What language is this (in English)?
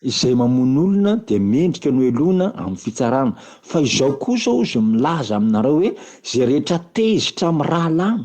Malagasy